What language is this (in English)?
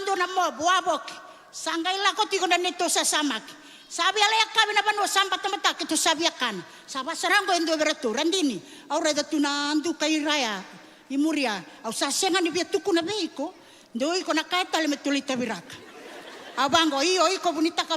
Fijian